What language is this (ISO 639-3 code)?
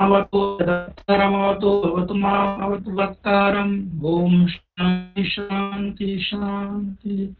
san